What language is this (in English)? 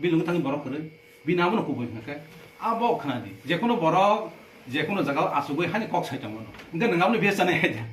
Kok Borok